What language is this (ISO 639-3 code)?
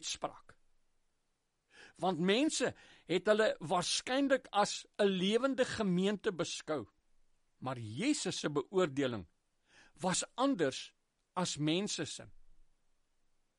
afr